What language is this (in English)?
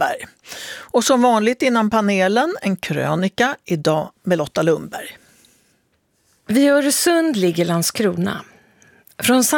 Swedish